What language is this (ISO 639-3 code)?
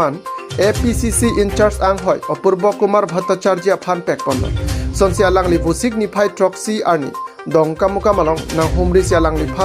mjw